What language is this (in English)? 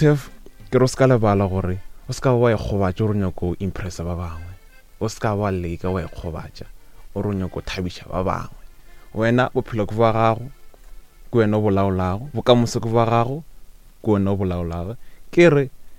Northern Sotho